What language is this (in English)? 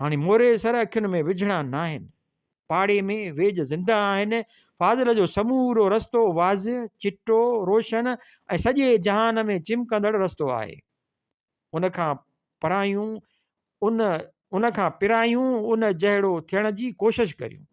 Sindhi